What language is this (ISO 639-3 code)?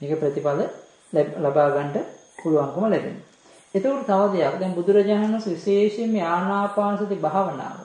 sin